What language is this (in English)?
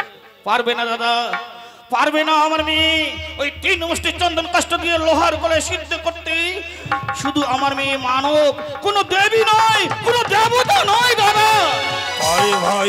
Bangla